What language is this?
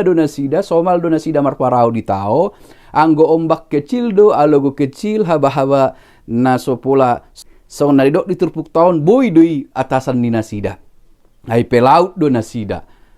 Batak Toba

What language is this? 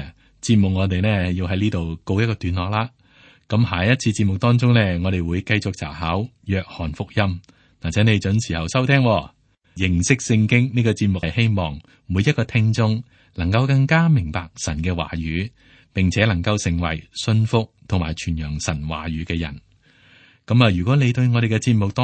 Cantonese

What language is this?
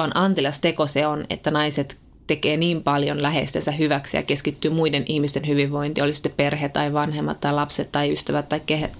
Finnish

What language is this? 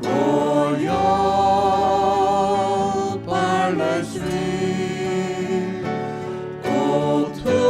Faroese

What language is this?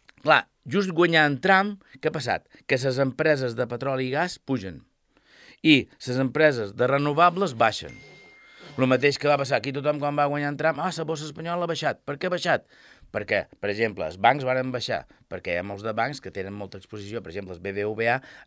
Catalan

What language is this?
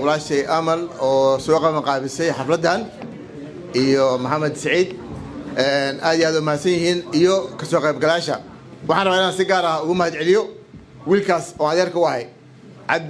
Somali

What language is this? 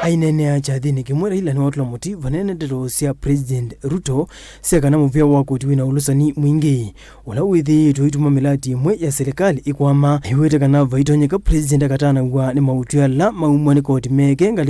Kamba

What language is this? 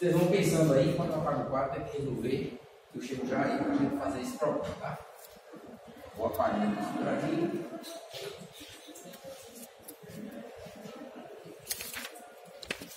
Portuguese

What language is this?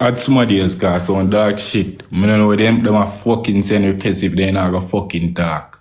Jamaican Creole English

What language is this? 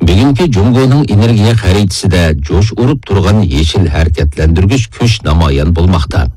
Uyghur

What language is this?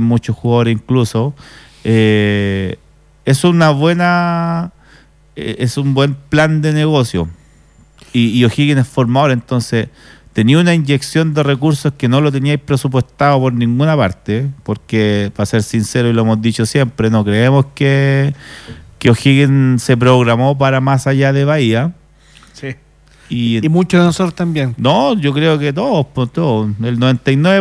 Spanish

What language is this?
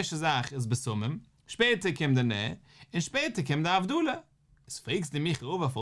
Yiddish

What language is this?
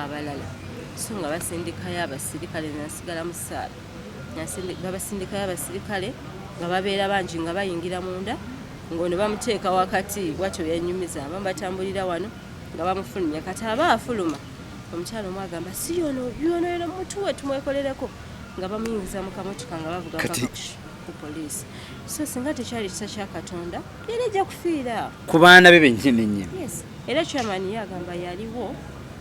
Ganda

